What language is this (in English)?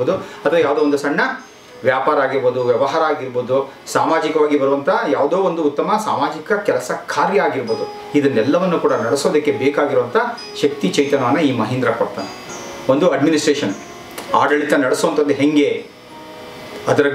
Kannada